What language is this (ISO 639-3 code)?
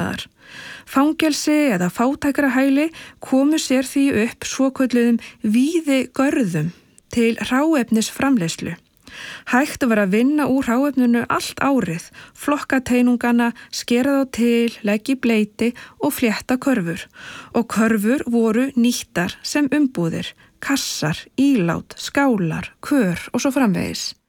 isl